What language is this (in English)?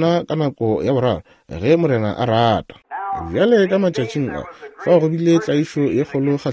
Northern Sotho